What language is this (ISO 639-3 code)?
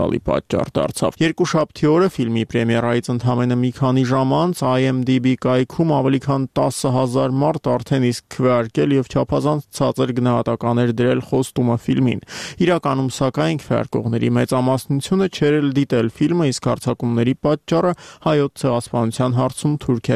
hye